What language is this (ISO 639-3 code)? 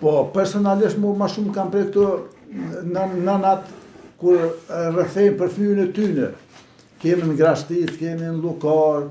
sqi